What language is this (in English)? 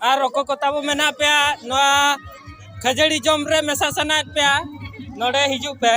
Santali